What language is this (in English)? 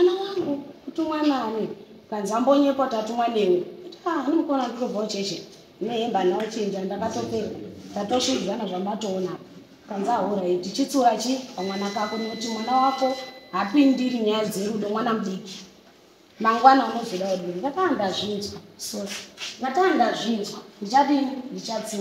Shona